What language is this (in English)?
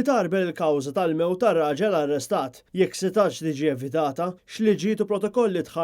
Maltese